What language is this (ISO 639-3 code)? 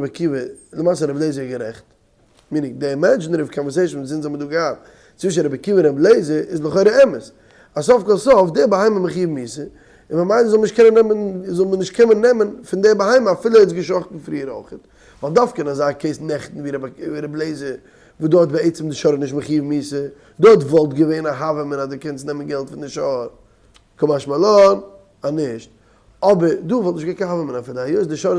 yid